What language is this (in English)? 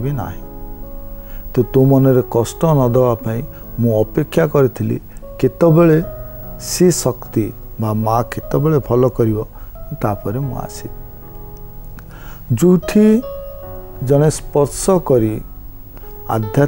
Odia